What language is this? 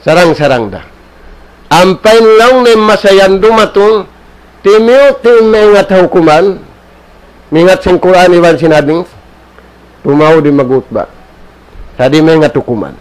Tausug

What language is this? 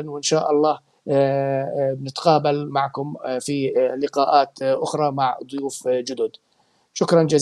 North Levantine Arabic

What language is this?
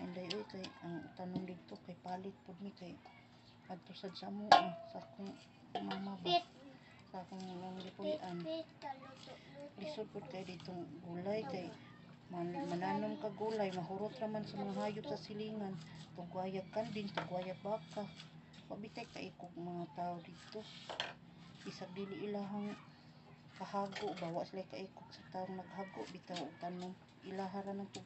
Cebuano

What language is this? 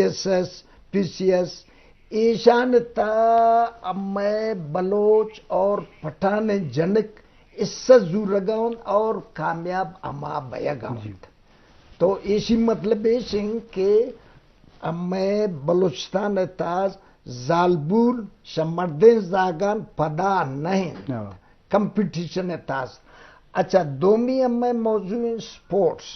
Eastern Balochi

